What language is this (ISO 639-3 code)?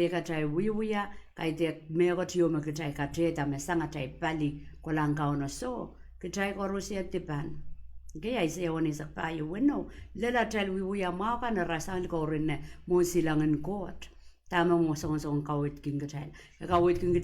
pon